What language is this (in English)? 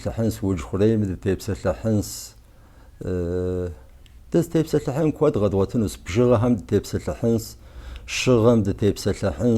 Kabardian